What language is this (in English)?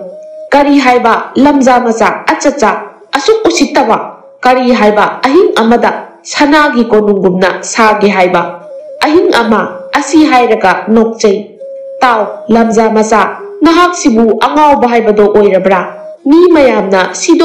Manipuri